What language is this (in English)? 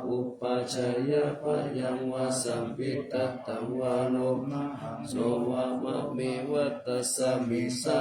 Pali